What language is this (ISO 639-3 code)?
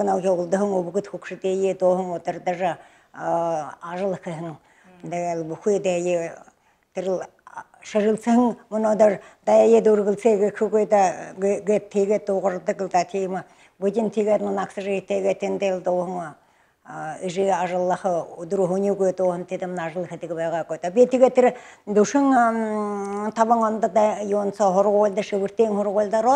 bua